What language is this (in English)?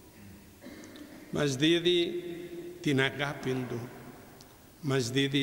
Greek